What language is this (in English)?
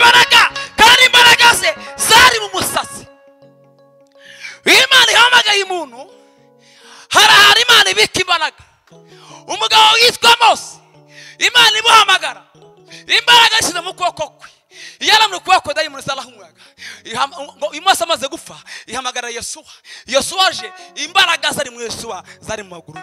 Kinyarwanda